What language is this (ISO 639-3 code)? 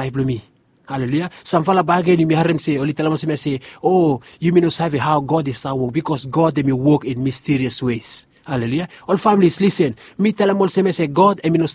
bis